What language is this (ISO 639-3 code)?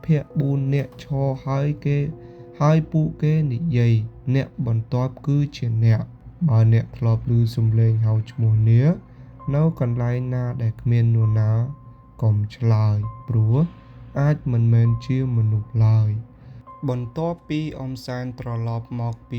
khm